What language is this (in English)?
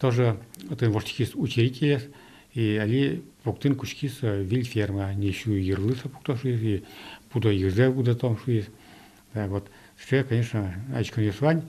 Udmurt